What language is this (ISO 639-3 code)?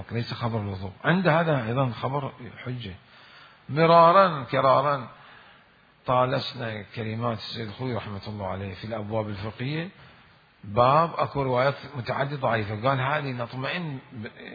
acm